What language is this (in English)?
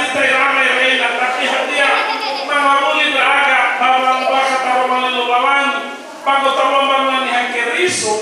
Nias